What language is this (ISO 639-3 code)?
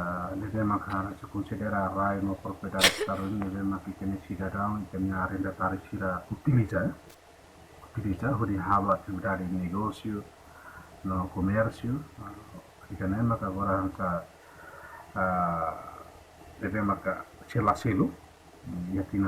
tet